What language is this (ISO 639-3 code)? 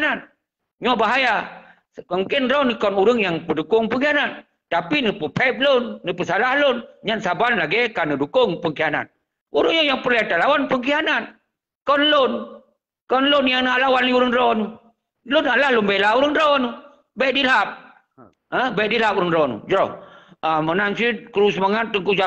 ace